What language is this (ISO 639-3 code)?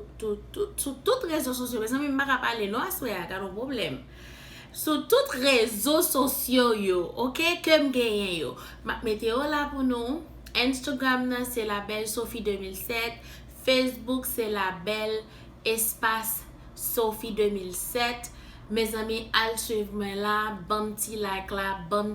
hat